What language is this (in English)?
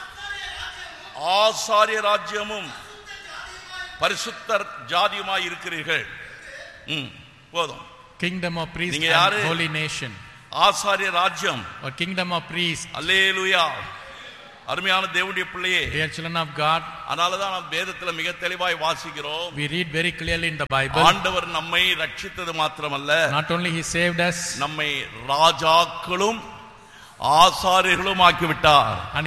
Tamil